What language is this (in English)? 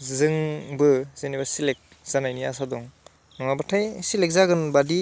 Bodo